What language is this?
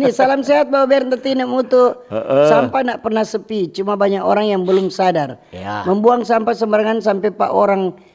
Manado Malay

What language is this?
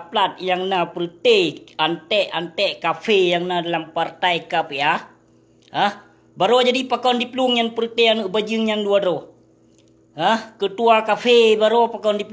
Achinese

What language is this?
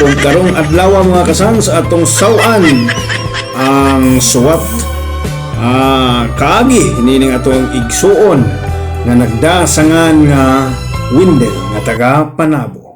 Cebuano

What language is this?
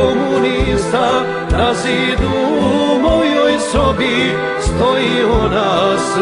Serbian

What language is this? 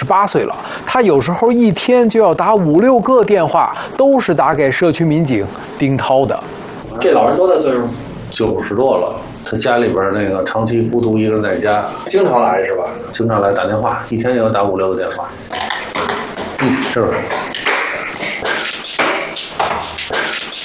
Chinese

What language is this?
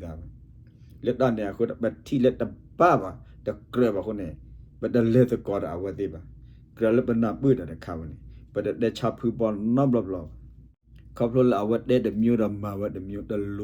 S'gaw Karen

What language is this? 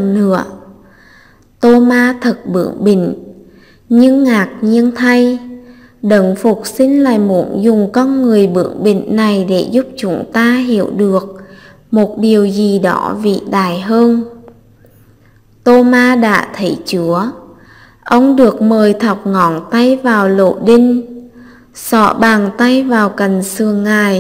Vietnamese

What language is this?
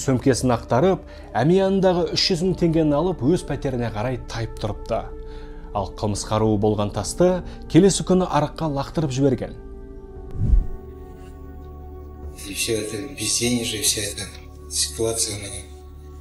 Kazakh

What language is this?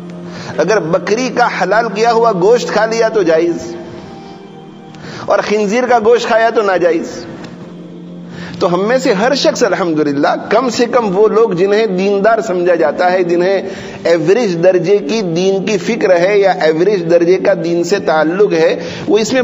Urdu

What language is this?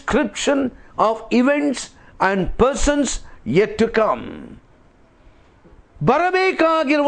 Kannada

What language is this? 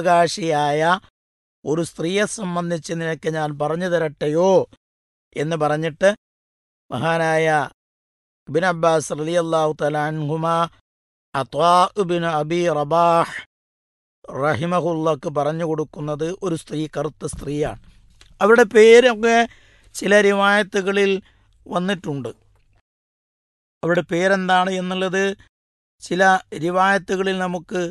Malayalam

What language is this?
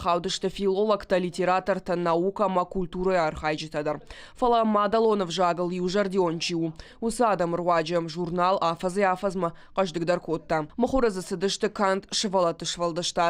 Ossetic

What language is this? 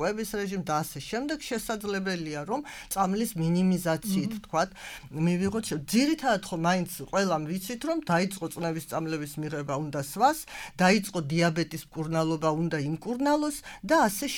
Georgian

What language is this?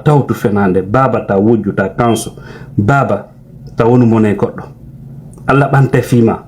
Fula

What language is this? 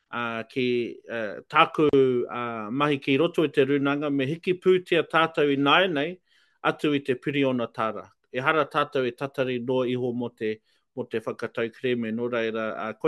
Māori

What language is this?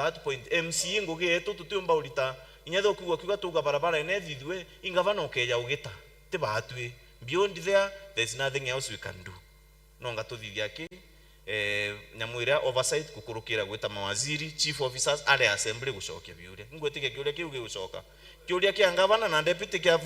Meru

